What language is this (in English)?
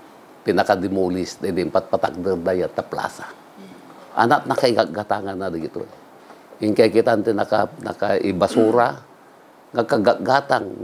Iloko